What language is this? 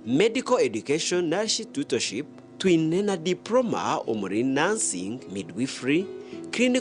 Nyankole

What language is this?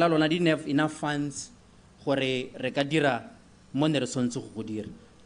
Tswana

